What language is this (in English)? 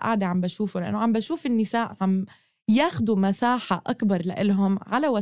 North Levantine Arabic